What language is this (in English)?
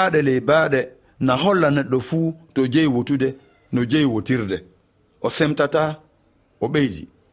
Fula